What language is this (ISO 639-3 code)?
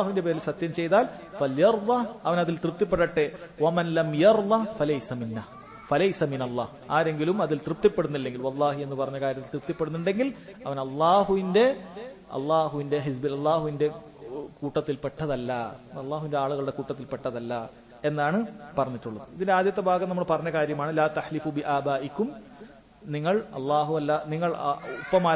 mal